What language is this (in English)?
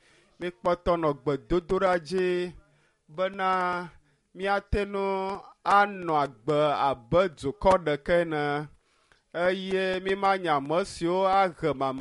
Ewe